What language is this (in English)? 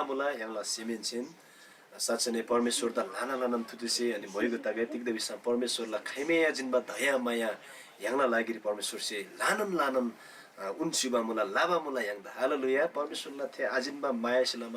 Eastern Tamang